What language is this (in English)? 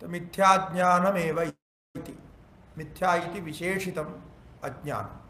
Sanskrit